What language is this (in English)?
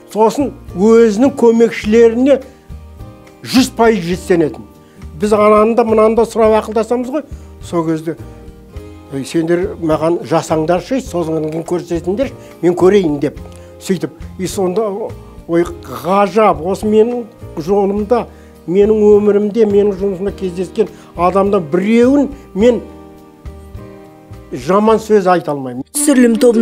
Kazakh